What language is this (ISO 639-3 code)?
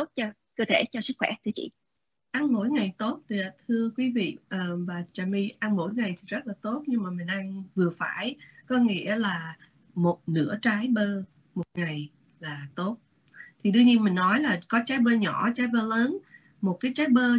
vie